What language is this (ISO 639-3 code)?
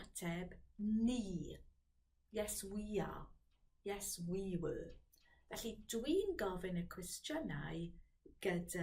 cym